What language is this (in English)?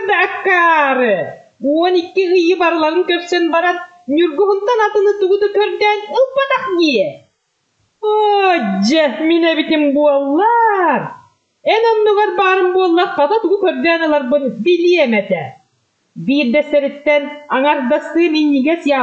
Yakut